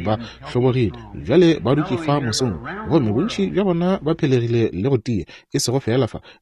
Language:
Northern Sotho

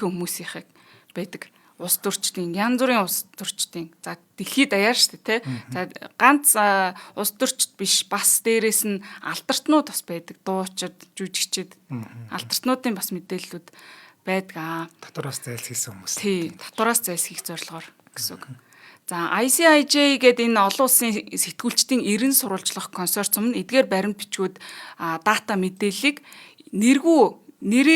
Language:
Mongolian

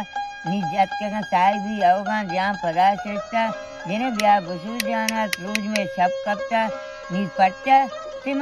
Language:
Baluchi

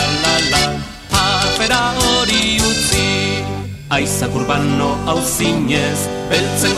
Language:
Basque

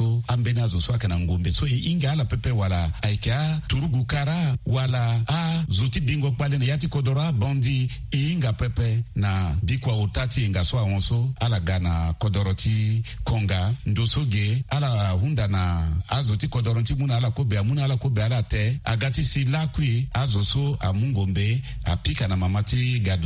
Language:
Sango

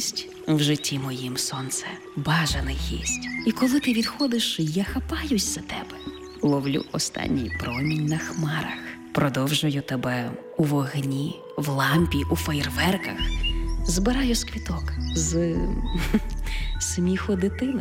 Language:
Ukrainian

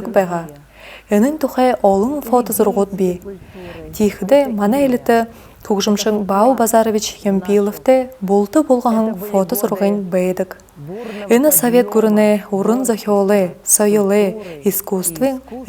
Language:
Buriat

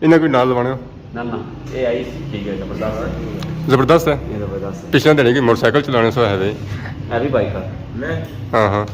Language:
Pahari-Potwari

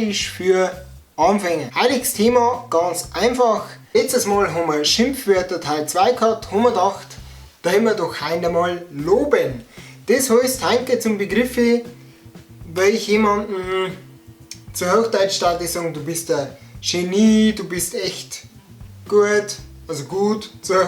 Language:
Bavarian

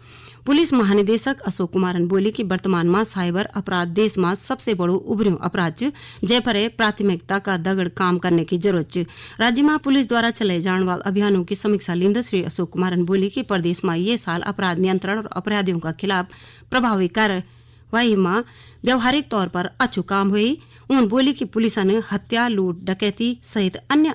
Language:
Garhwali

